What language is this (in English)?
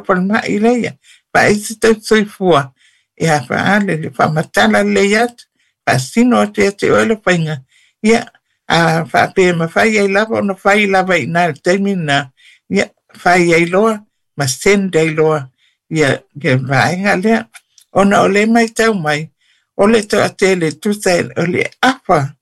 Samoan